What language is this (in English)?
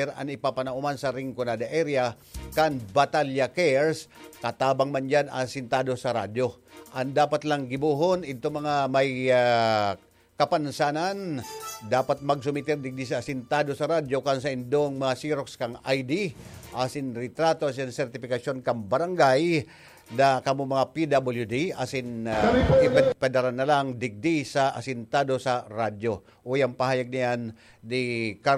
Bikol